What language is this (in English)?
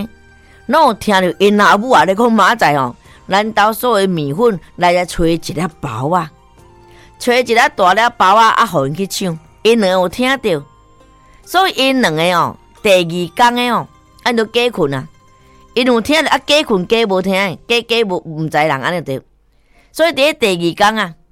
Min Nan Chinese